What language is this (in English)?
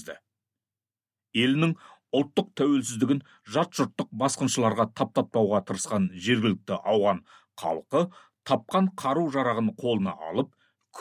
Kazakh